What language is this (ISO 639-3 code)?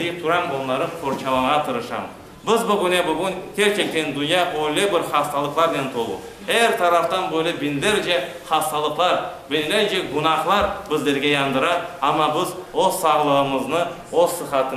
crh